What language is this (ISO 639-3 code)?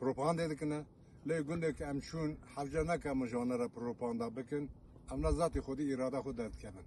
kur